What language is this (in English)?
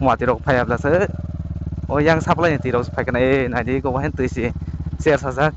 Kok Borok